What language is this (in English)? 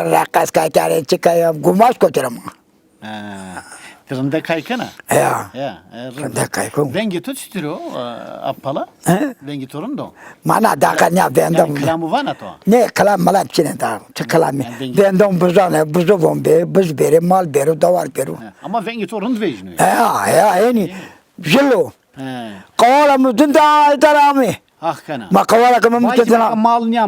Zaza